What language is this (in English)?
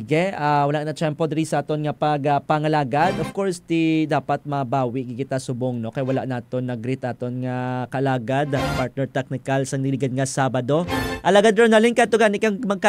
Hiligaynon